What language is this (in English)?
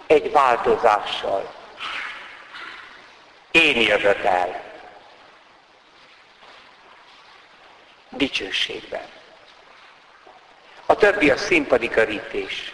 Hungarian